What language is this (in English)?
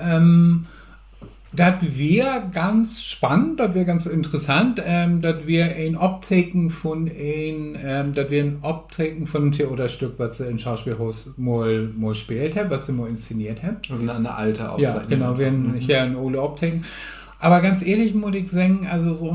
Low German